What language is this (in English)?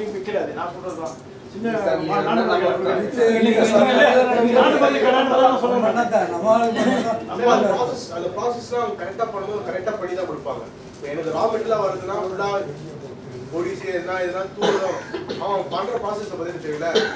Tamil